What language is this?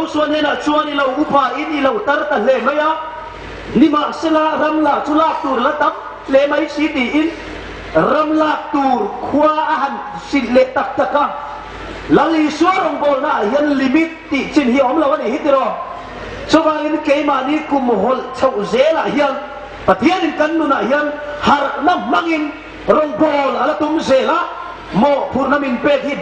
Hmar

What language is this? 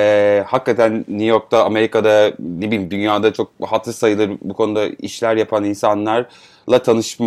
Turkish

